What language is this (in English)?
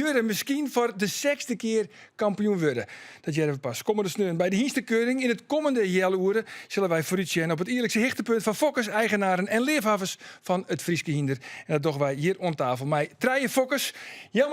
Western Frisian